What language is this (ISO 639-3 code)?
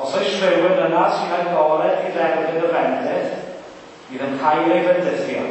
cym